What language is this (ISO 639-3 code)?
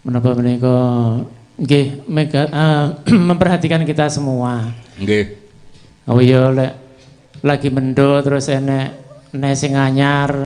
jav